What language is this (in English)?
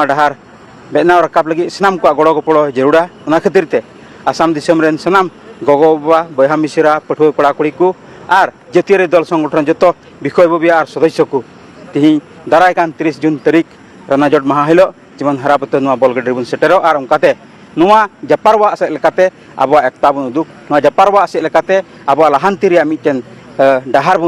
Santali